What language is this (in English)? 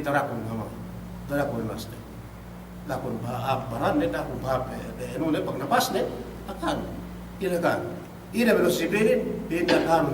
Yakan